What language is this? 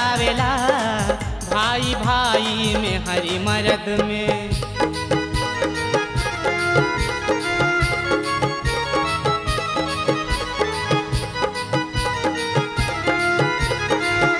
Bhojpuri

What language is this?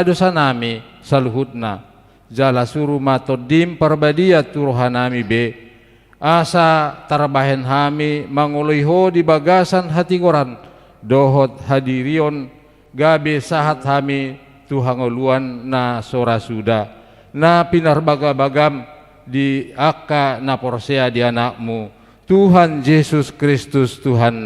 Batak Toba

